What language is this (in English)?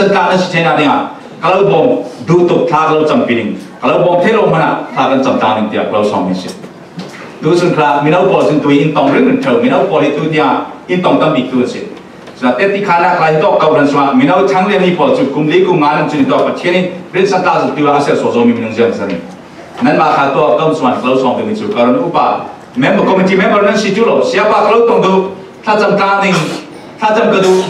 Falam Chin